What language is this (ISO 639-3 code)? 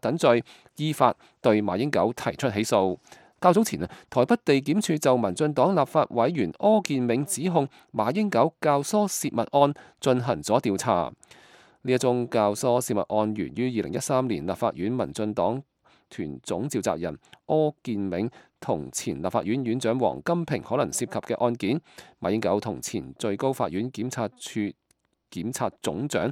yue